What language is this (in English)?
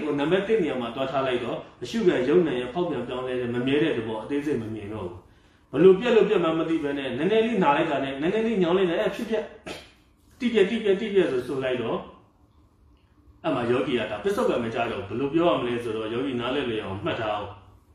Burmese